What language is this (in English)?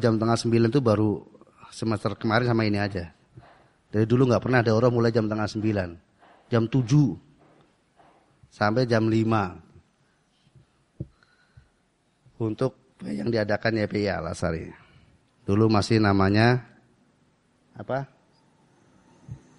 Indonesian